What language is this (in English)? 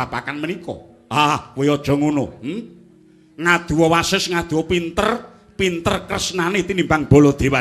Javanese